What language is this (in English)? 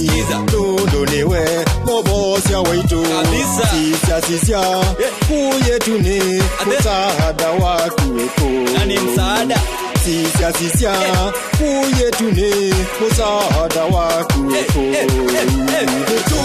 Swahili